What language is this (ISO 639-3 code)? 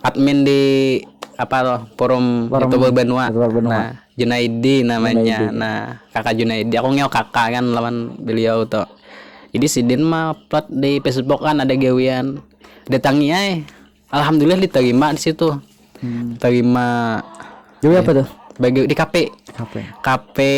bjn